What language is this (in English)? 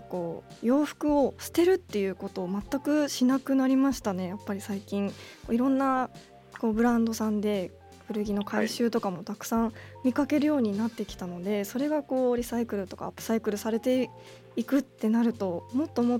Japanese